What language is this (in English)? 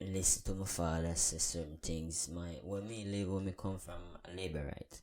Jamaican Creole English